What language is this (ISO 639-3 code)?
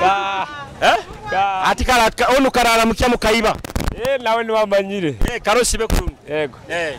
nyo